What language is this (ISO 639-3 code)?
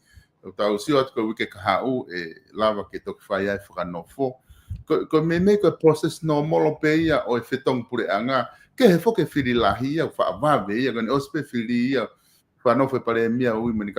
ton